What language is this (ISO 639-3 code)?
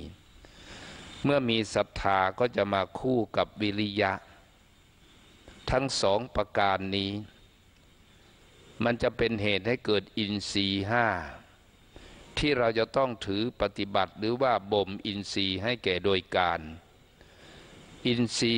tha